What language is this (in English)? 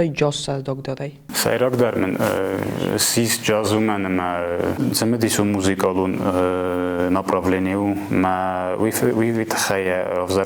Ossetic